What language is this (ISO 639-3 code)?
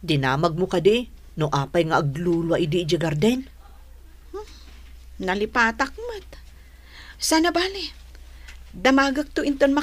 ilo